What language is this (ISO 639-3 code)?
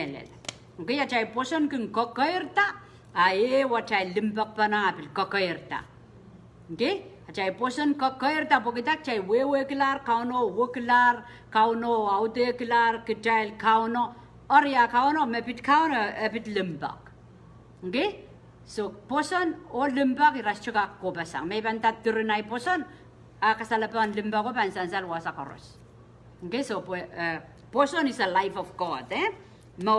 pon